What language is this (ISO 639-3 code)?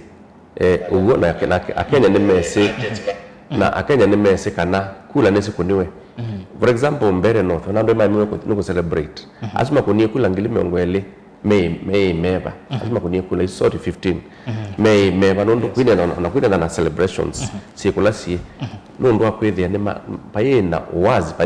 kam